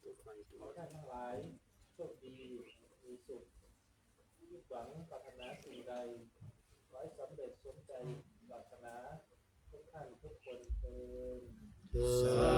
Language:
Pali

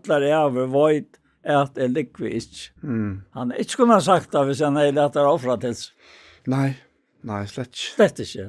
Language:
Faroese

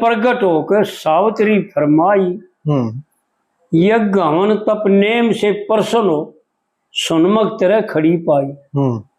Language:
Haryanvi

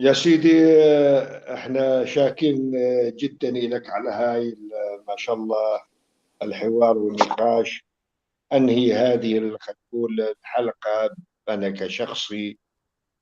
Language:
North Levantine Arabic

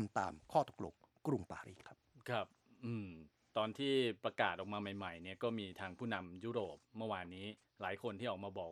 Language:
Thai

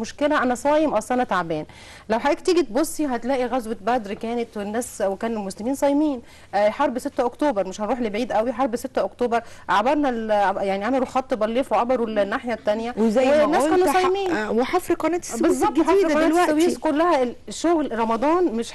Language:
Egyptian Arabic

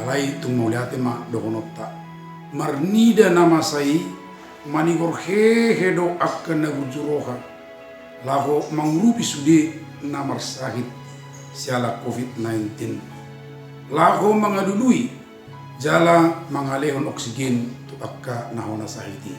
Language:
Batak Toba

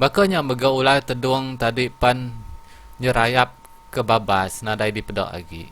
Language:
Iban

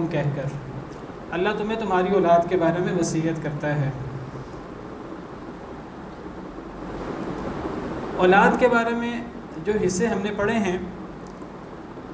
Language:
Urdu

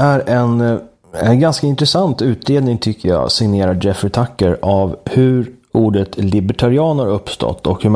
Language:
Swedish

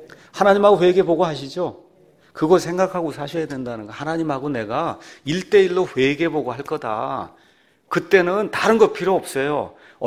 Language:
Korean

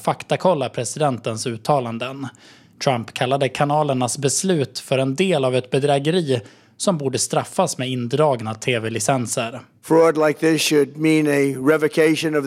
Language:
Swedish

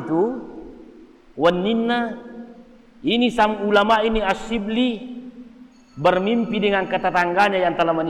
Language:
Buginese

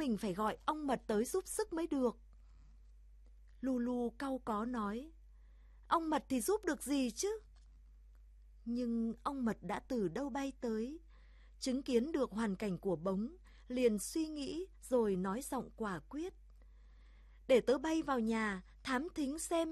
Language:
Vietnamese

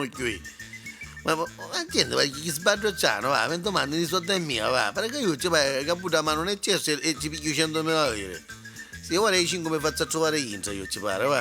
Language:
Neapolitan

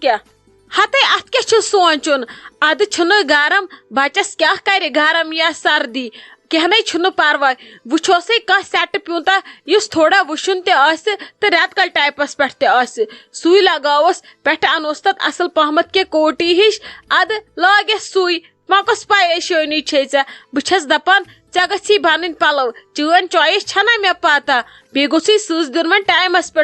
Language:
Kashmiri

